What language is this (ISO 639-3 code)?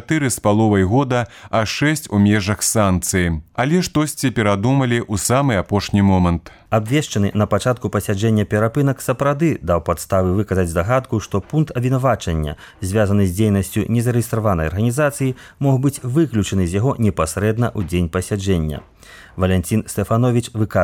bel